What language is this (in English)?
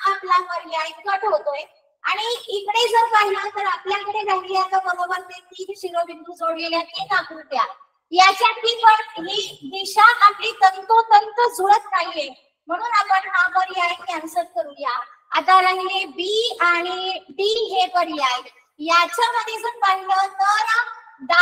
Marathi